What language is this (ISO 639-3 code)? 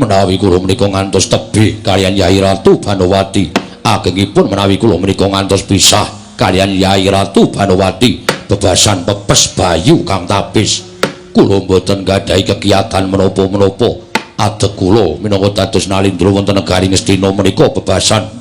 jav